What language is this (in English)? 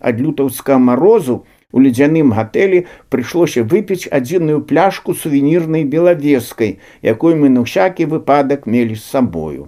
Belarusian